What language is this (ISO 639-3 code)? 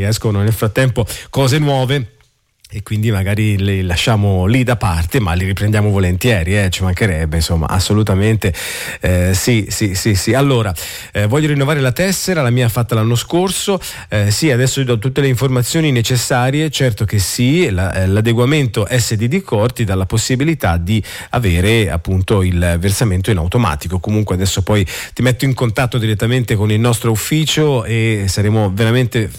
ita